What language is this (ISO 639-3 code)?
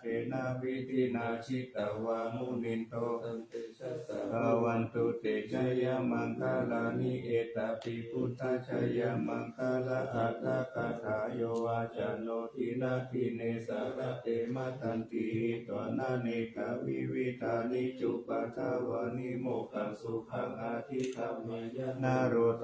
pli